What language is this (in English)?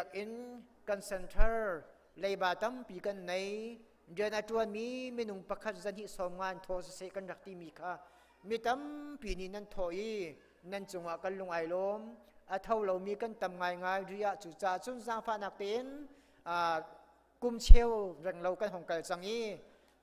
Hakha Chin